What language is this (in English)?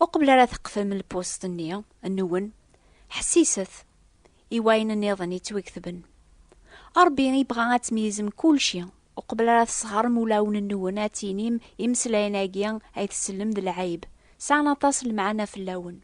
Kabyle